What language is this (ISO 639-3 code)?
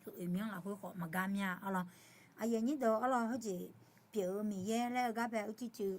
ahk